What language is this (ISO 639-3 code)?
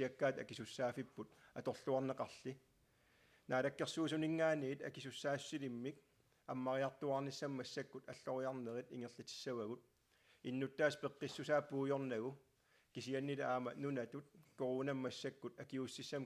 kal